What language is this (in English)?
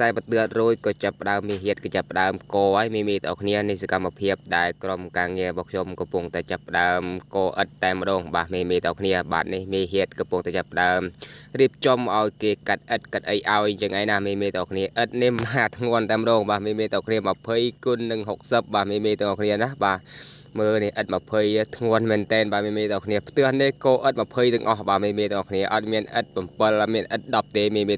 Khmer